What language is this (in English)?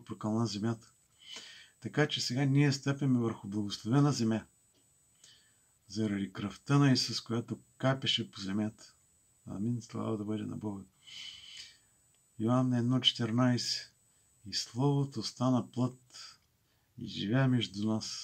Bulgarian